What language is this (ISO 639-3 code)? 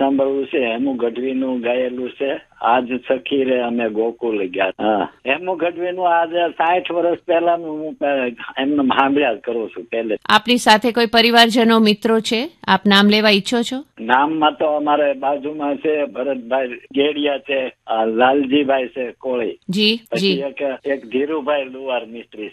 guj